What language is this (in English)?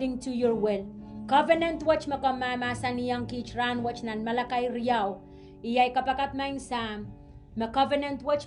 Pohnpeian